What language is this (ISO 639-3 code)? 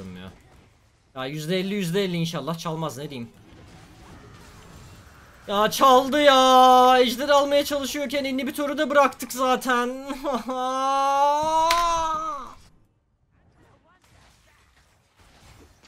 tur